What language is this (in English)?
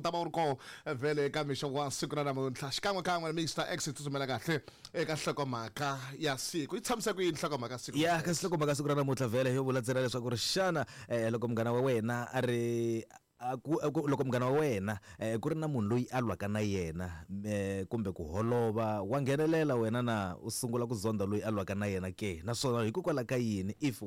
Tsonga